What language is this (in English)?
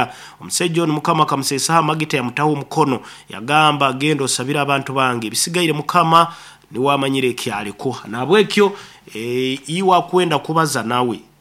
Nyankole